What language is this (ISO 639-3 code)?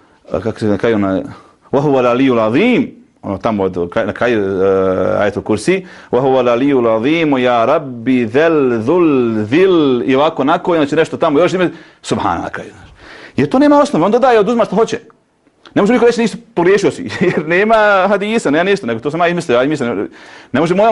bos